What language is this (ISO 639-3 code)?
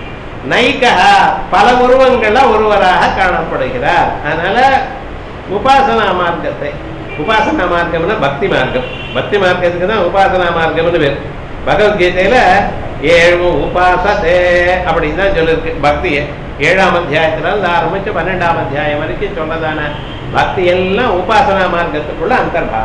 tam